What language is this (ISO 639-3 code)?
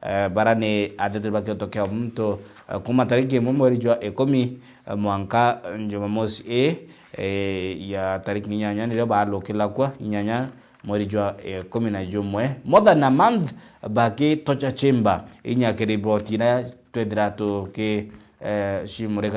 mer